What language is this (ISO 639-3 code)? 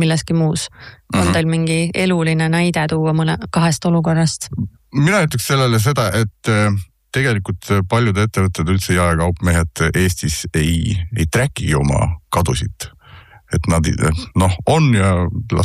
est